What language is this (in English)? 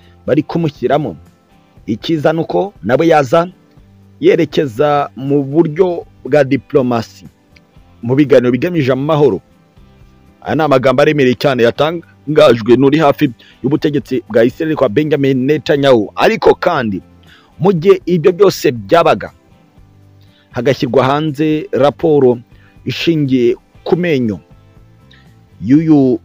Kinyarwanda